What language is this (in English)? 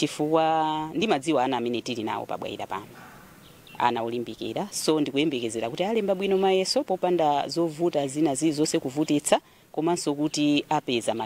Nyanja